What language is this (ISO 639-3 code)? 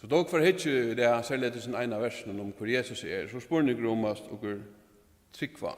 fao